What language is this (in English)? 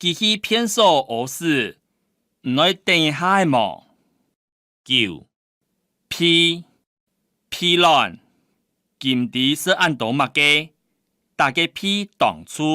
Hakka Chinese